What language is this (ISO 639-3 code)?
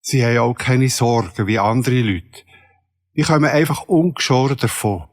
gsw